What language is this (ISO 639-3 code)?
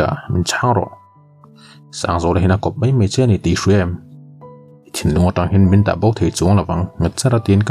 lus